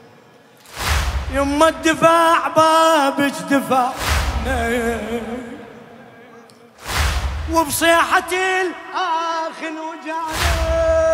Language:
Mesopotamian Arabic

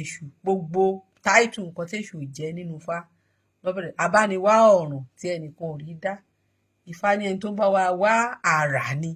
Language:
Yoruba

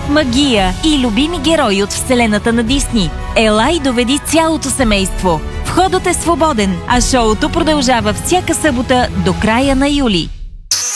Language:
Bulgarian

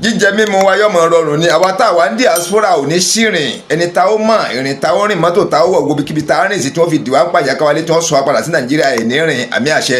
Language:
Yoruba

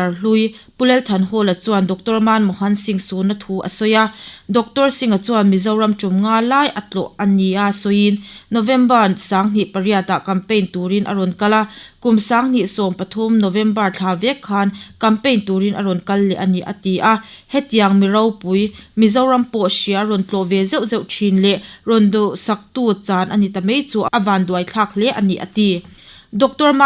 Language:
Mizo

